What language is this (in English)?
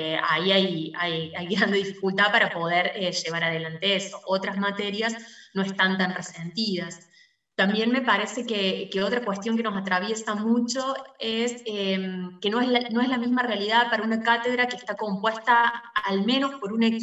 Spanish